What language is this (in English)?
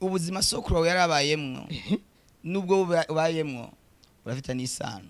Rundi